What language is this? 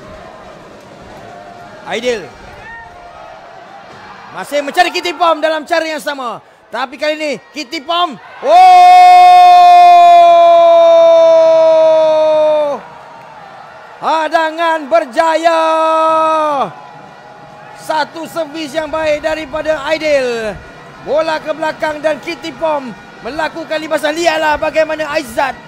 Malay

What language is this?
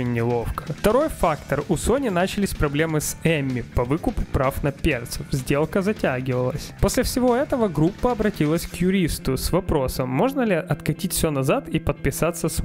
Russian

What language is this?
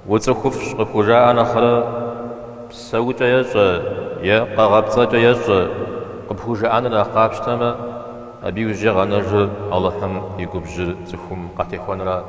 Kabardian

